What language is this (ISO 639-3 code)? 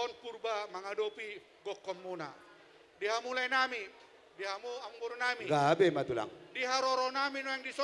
bbc